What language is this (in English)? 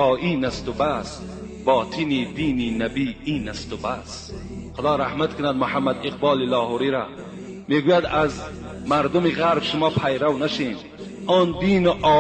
Tajik